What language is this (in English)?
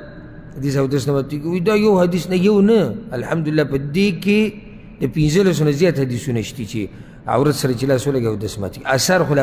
Pashto